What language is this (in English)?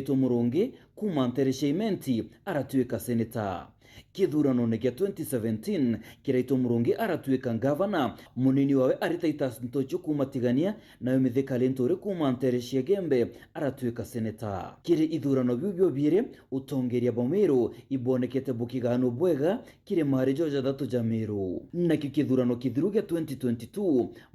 Meru